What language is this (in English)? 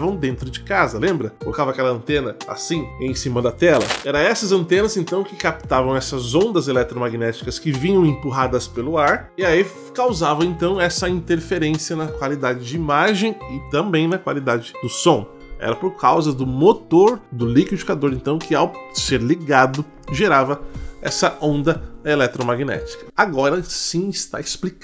Portuguese